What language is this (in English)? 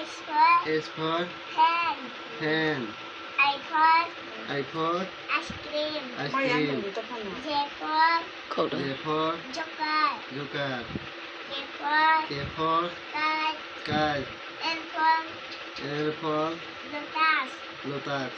Kok Borok